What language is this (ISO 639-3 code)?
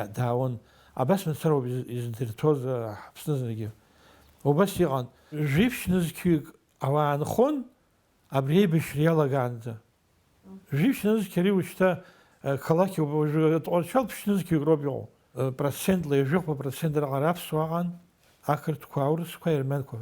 abk